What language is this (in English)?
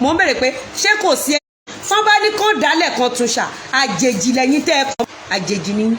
Yoruba